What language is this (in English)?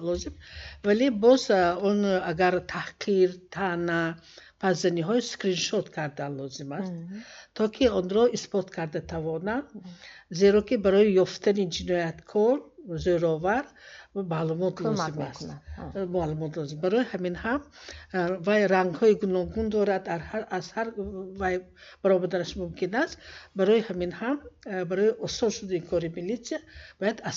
Tajik